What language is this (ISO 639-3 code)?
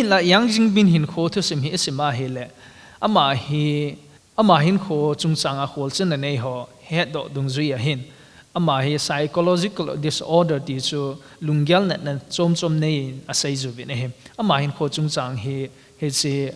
tcz